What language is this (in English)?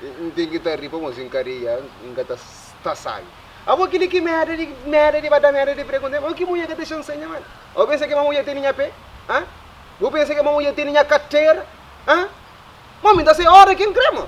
Kabuverdianu